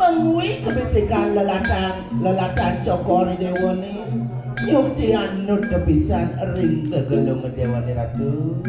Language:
Balinese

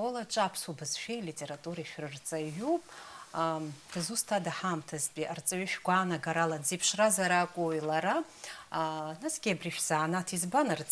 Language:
Abkhazian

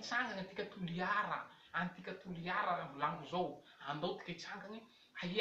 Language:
Malagasy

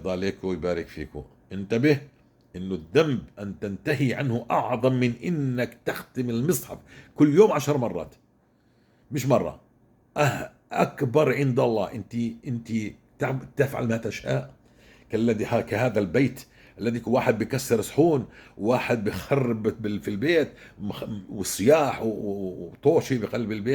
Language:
North Levantine Arabic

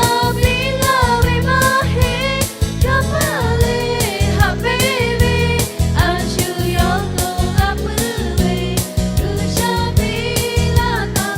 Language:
Lahu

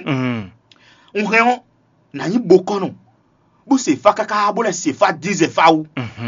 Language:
Fon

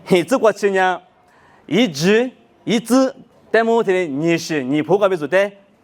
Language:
Lisu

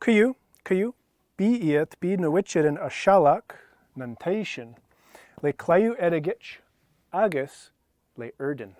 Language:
Scottish Gaelic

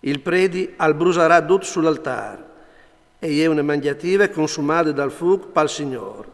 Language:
Friulian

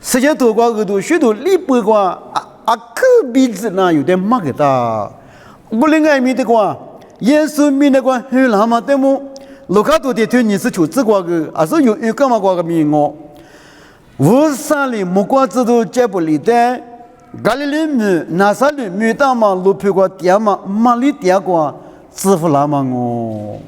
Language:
Lisu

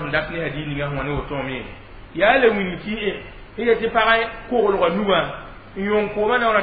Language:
Mossi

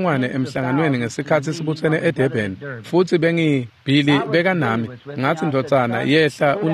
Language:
Swati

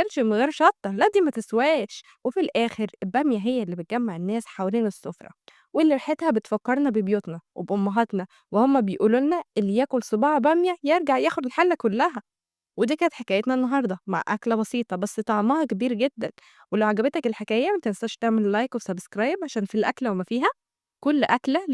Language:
Egyptian Arabic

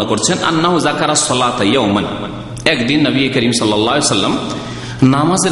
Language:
Bangla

